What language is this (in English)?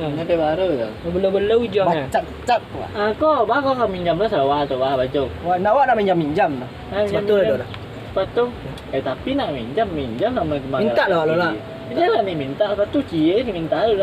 Minangkabau